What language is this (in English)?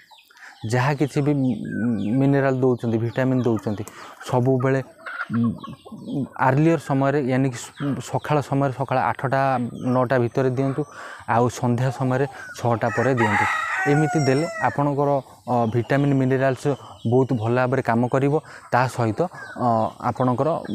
Odia